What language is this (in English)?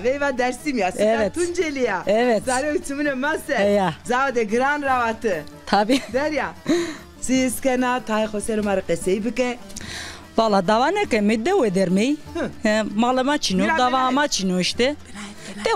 Zaza